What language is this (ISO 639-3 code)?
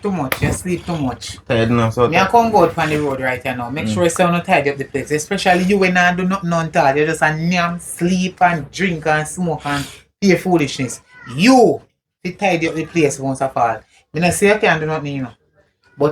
jam